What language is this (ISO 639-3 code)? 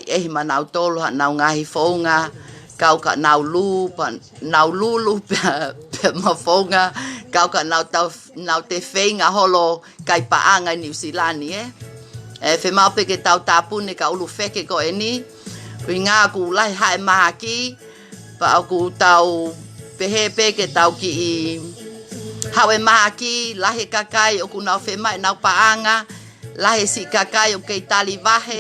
ton